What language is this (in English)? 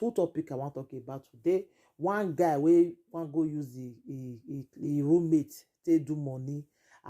Nigerian Pidgin